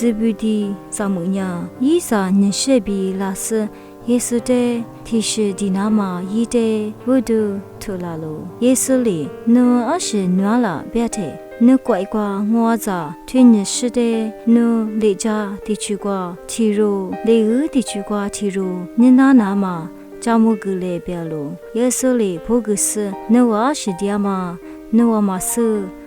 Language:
Lisu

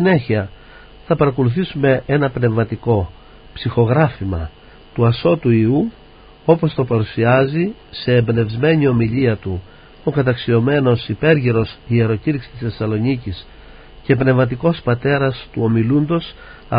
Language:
Greek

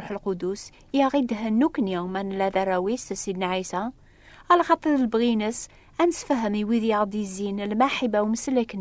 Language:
Kabyle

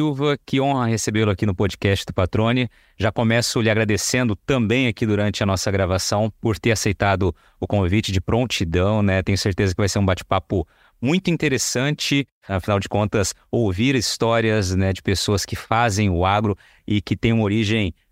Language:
Portuguese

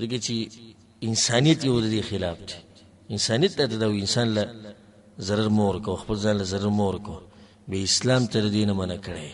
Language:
Pashto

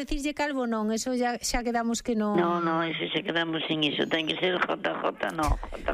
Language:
Galician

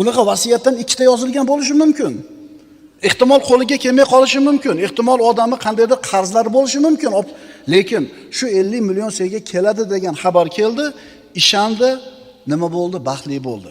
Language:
Uzbek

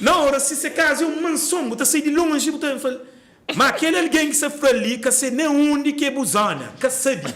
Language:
Kabuverdianu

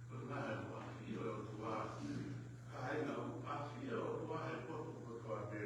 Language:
Tongan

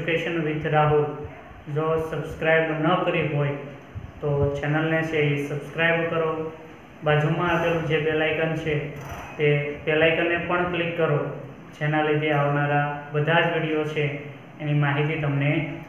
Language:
Gujarati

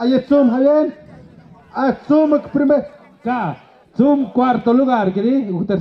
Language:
Tlahuitoltepec Mixe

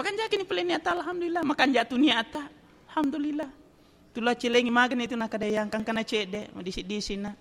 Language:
Buginese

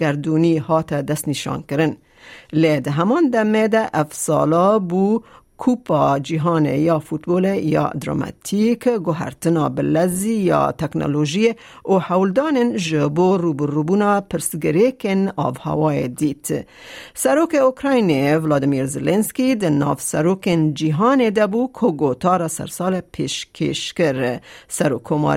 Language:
Kurdish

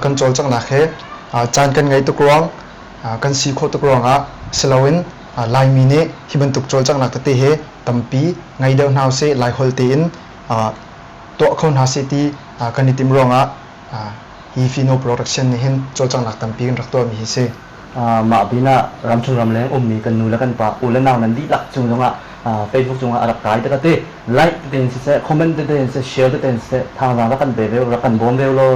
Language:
Hakha Chin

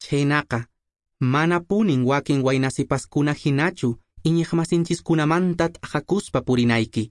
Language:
Quechua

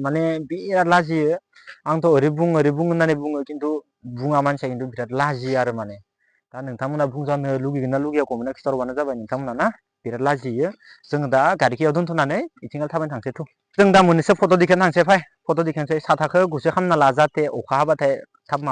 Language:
Bodo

